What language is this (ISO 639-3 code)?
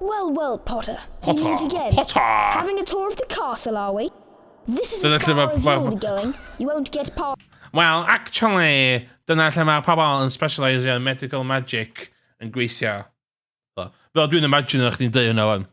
cym